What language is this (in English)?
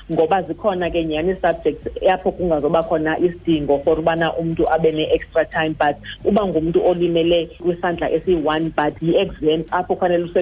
Xhosa